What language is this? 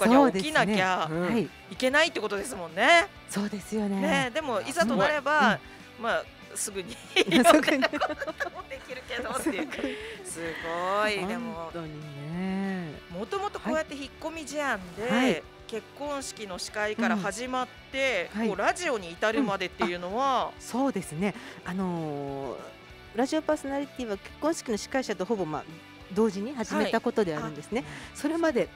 Japanese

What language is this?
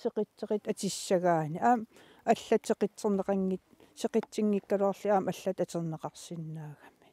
Kalaallisut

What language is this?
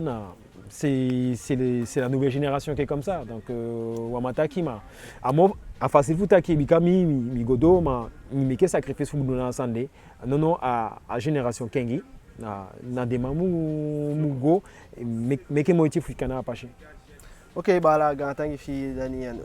Eastern Maroon Creole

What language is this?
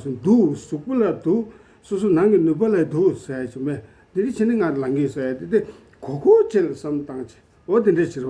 Tibetan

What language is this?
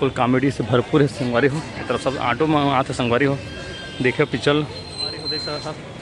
Chhattisgarhi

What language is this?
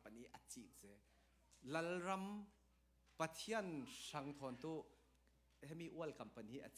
Falam Chin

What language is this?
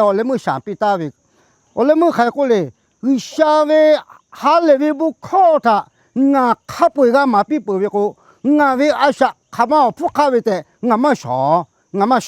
Lahu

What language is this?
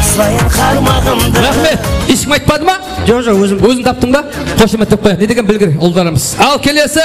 Kara-Kalpak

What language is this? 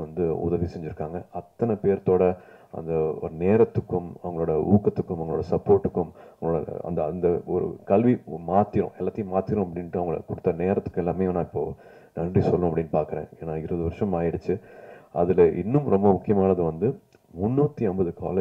Tamil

